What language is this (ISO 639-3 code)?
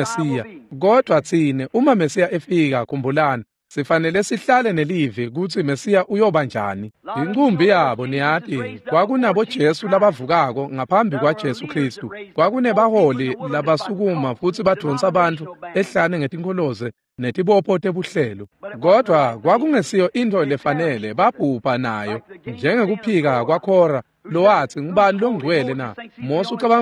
ssw